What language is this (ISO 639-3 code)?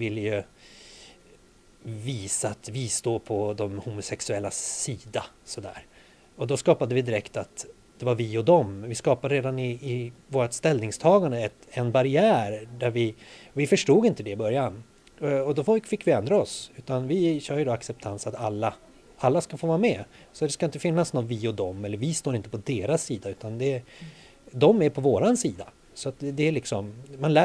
swe